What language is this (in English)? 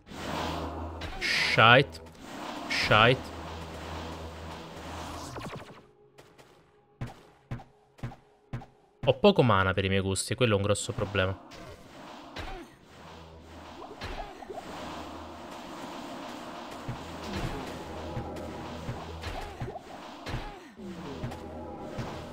Italian